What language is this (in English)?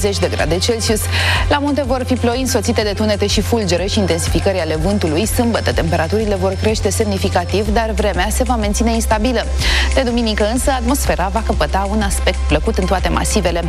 Romanian